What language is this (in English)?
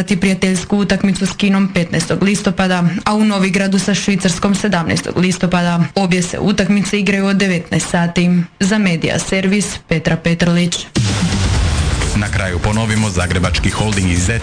Croatian